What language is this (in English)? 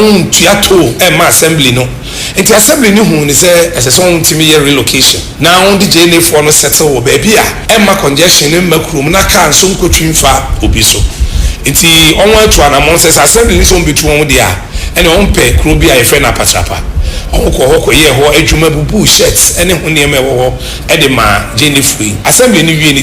Akan